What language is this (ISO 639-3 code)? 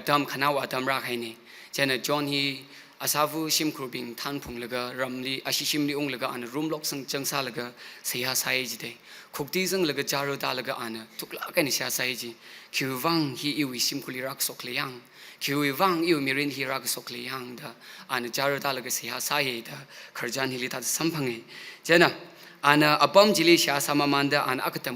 nmf